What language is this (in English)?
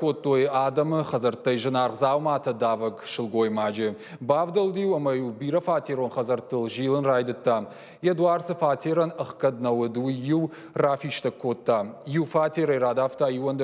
Ossetic